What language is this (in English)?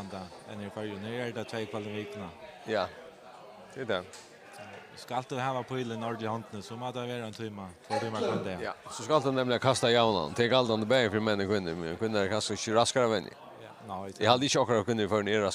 Faroese